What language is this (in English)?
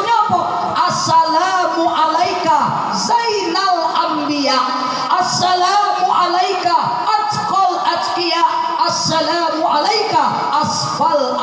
Minangkabau